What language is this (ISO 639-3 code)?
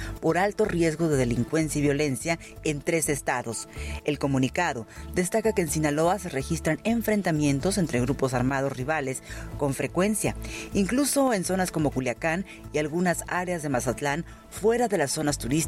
spa